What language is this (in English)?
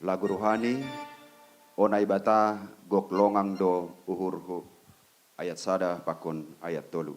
Batak Simalungun